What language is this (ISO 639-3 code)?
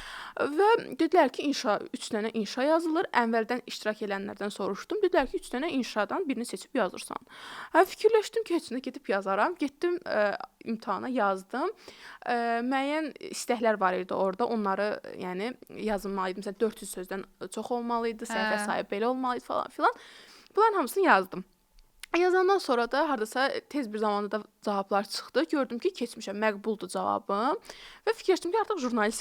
aze